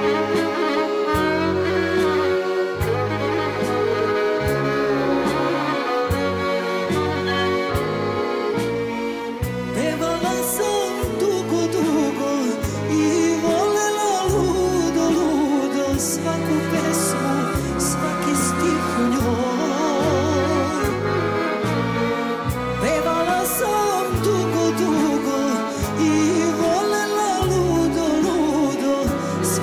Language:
Serbian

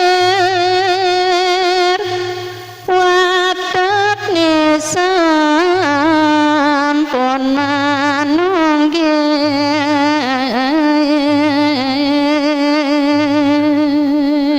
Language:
Balinese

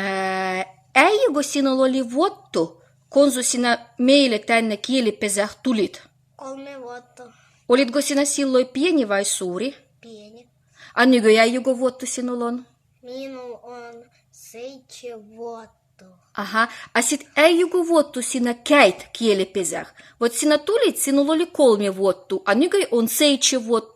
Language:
Livvi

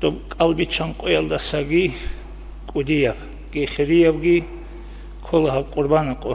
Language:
Avaric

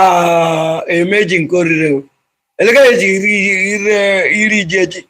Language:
Igbo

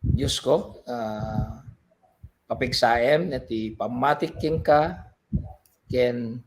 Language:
Iloko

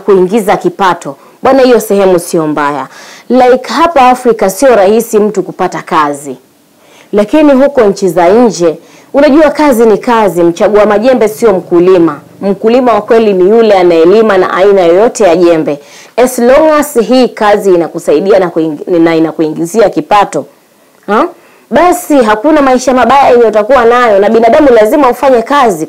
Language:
Swahili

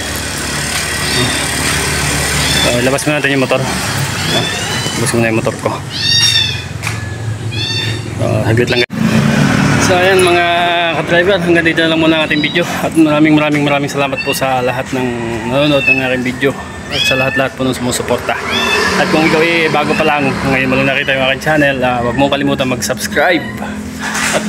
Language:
Filipino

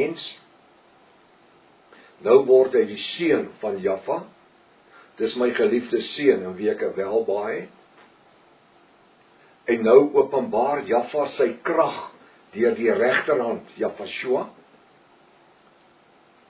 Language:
Afrikaans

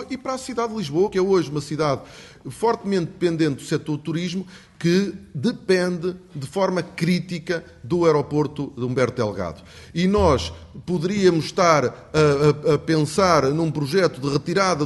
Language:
Portuguese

